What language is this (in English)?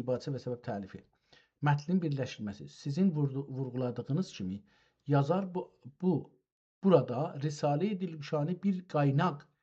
South Azerbaijani